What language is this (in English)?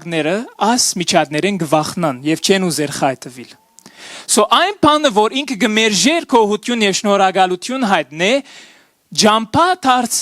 Western Armenian